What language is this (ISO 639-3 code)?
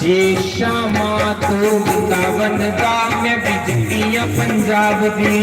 doi